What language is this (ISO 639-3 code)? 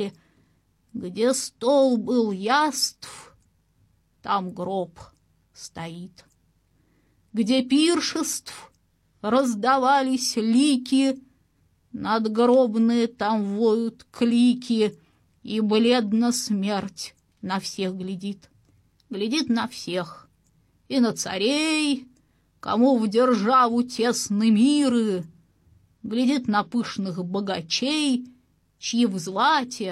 rus